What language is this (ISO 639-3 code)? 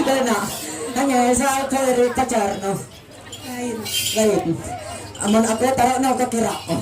mhy